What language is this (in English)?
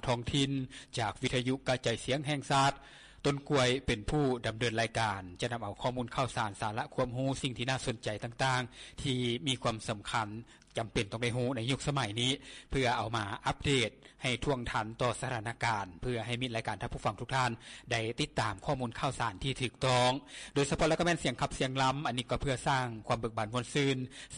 Lao